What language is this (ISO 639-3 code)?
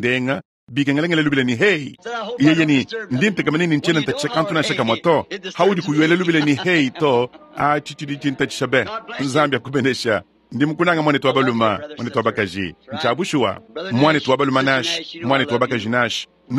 lua